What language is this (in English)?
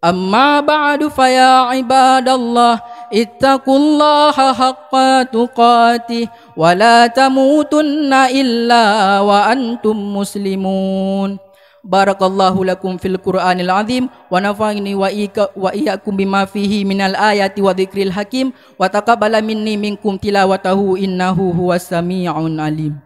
Achinese